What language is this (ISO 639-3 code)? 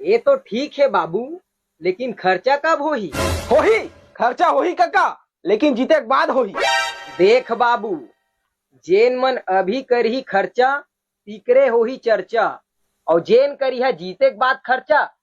hne